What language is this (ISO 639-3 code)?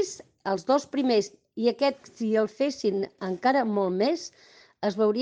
cat